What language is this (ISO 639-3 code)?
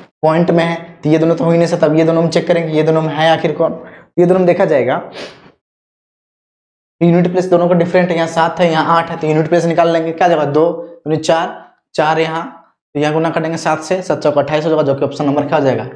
hin